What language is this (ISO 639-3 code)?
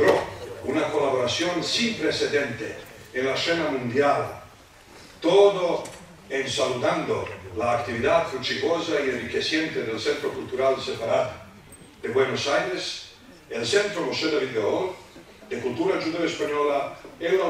lad